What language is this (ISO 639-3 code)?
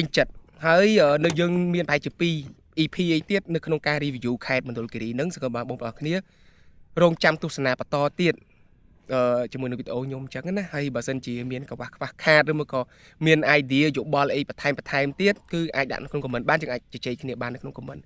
khm